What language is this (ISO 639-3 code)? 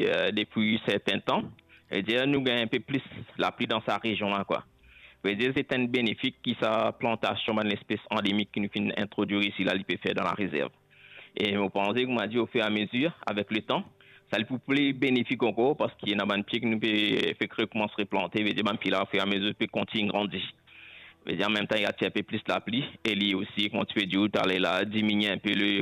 mfe